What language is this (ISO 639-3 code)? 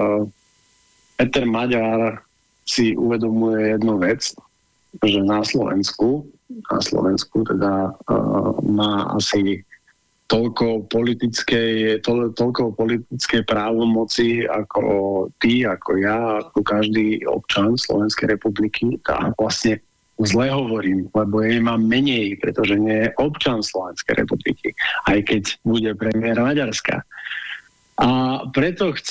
slk